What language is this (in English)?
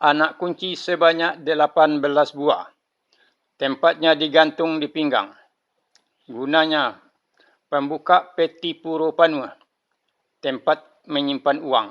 Minangkabau